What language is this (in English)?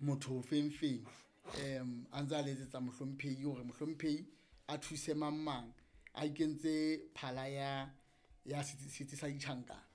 Southern Sotho